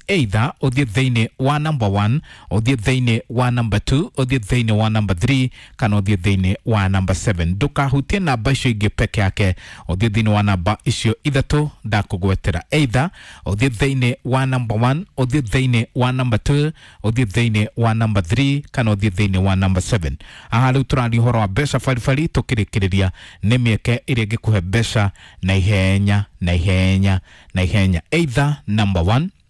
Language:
Kikuyu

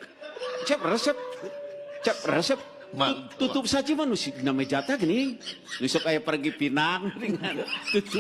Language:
Sundanese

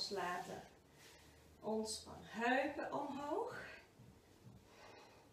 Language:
Dutch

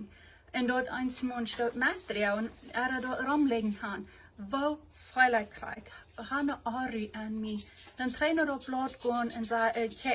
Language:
Plautdietsch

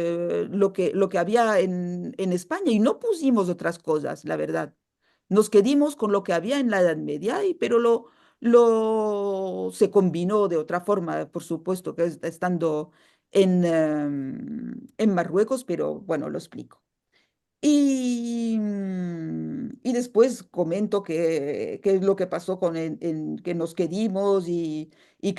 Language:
Ladino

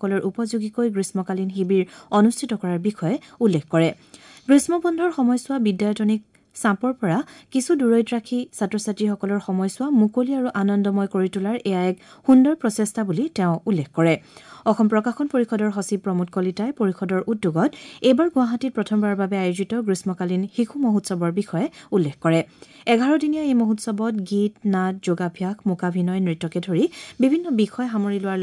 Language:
Assamese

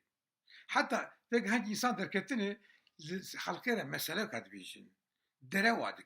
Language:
Kurdish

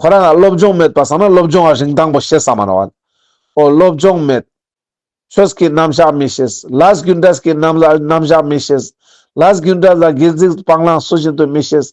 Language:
Ladakhi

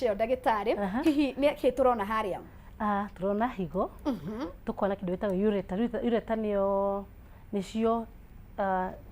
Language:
Kikuyu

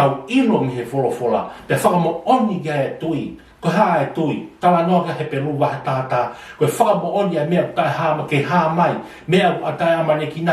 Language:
Tongan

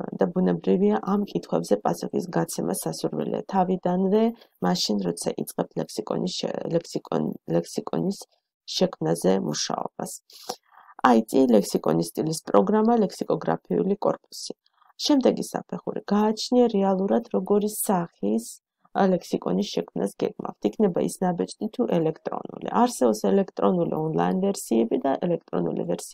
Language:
Georgian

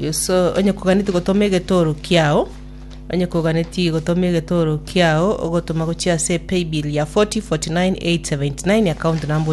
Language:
Gusii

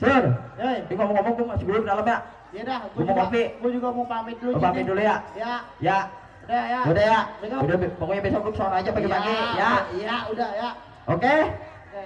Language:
Betawi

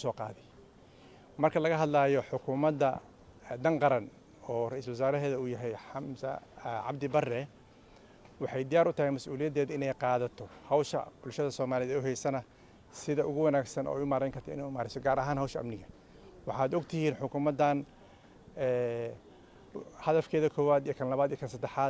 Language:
Somali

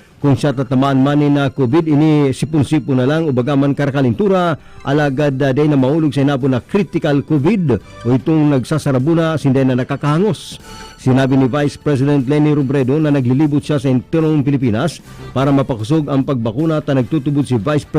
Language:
Bikol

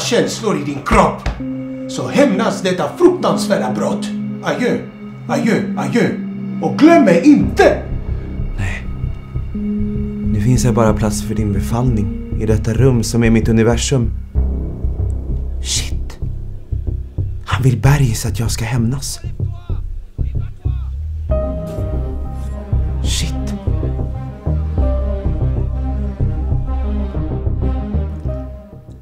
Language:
Swedish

